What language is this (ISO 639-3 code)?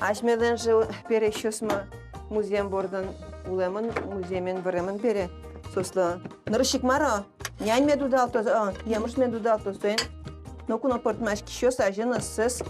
udm